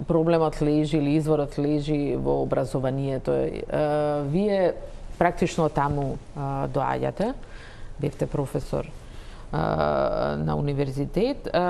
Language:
Macedonian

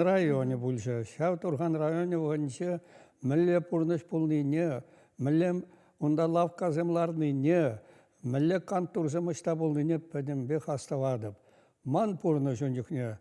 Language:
Chuvash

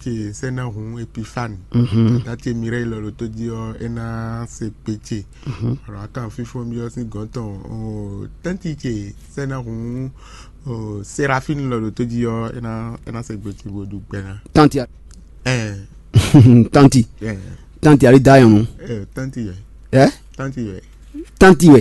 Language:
Fon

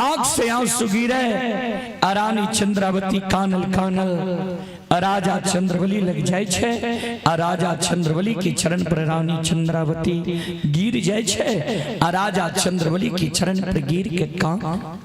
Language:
Maithili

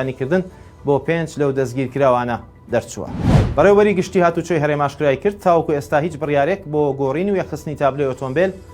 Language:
Central Kurdish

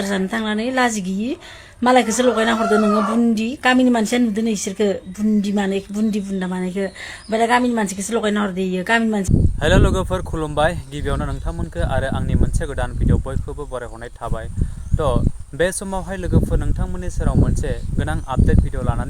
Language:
Bodo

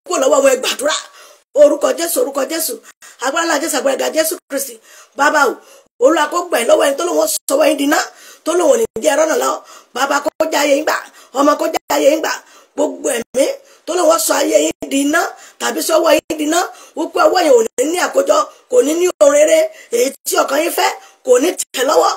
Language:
Yoruba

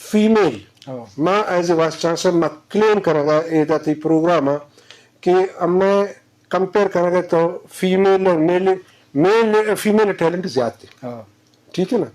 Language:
Eastern Balochi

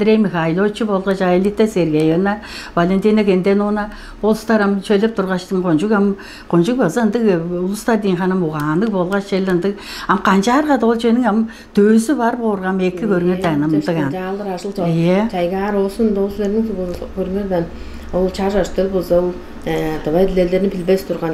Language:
Tuvinian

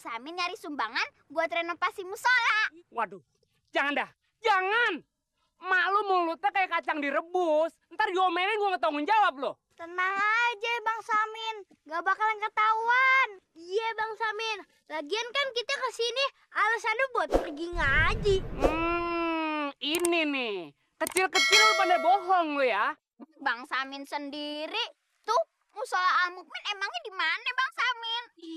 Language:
Betawi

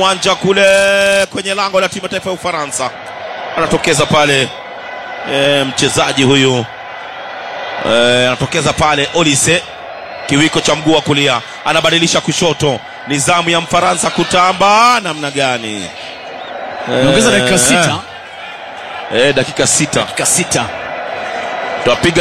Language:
Swahili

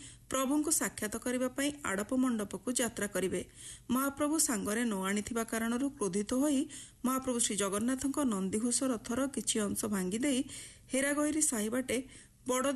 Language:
Odia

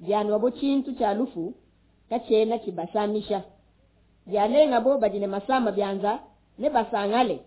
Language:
Luba-Lulua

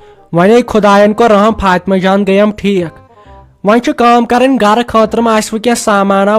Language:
Kashmiri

